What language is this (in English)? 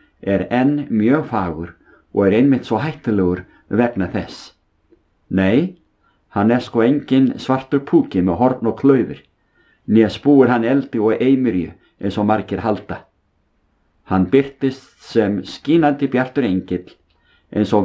Icelandic